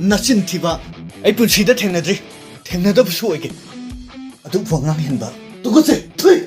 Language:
Manipuri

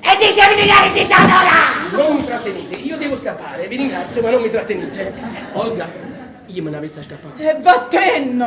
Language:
Neapolitan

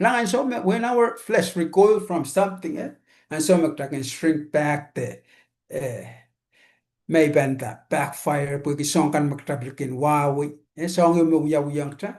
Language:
Pohnpeian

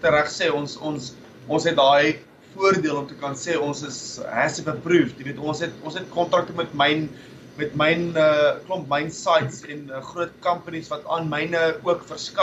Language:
Afrikaans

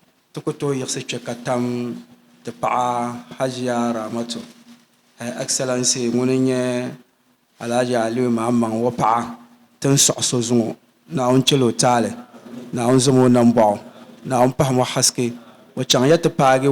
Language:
Dagbani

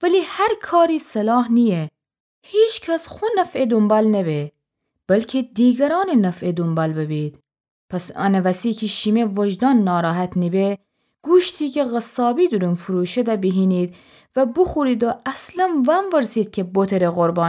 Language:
Gilaki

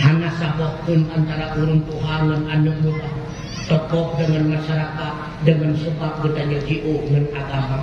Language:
Achinese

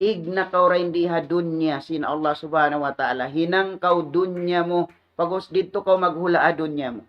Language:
Tausug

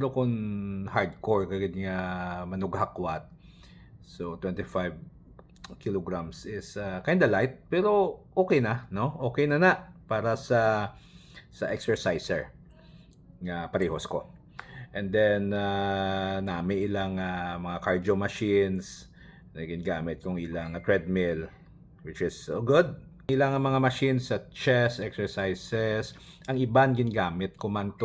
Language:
Hiligaynon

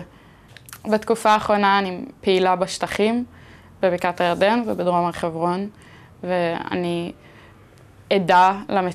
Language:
Hebrew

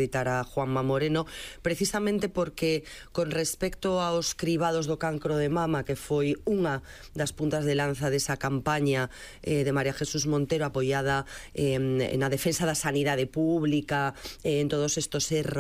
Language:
Galician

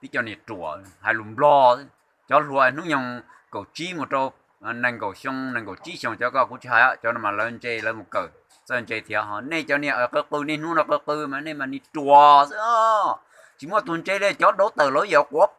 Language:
Hmong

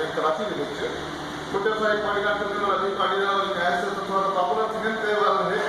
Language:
Saraiki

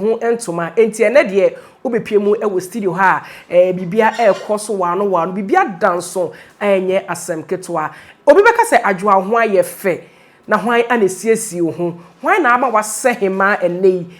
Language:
Akan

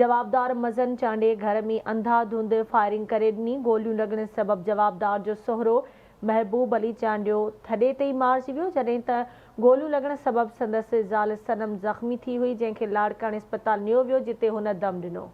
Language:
Sindhi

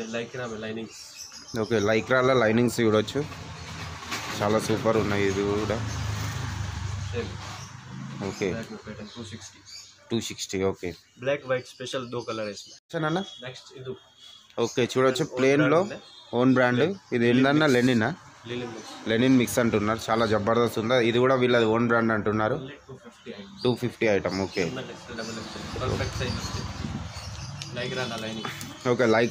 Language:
Telugu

